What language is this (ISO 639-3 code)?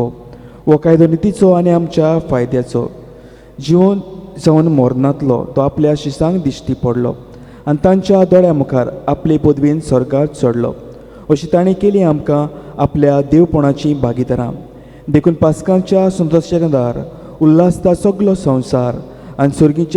kok